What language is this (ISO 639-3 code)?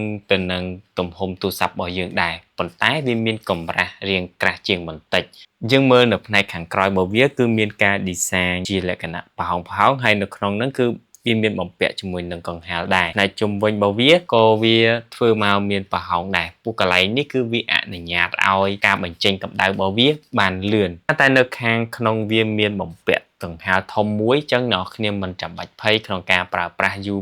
khm